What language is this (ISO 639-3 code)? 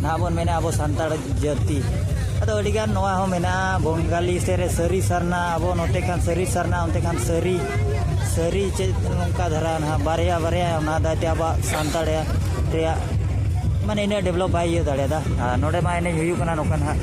sat